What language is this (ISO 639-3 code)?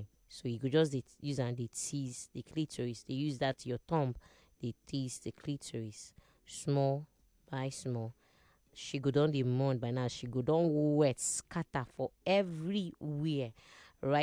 pcm